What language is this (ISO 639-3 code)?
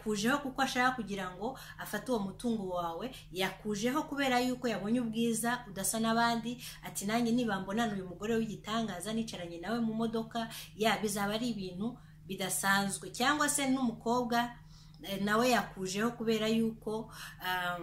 kin